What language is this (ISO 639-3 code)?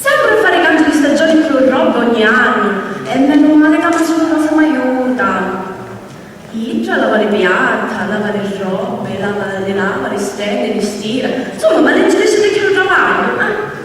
scn